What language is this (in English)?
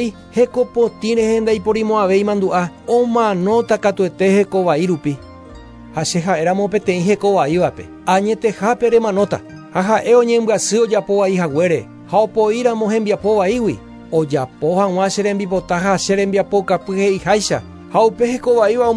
Guarani